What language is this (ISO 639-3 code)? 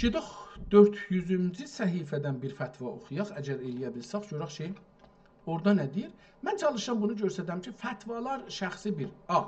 azb